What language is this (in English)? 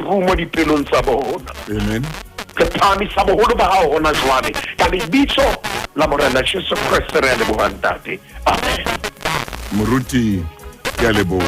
Southern Sotho